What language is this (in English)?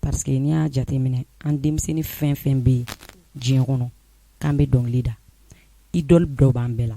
Bambara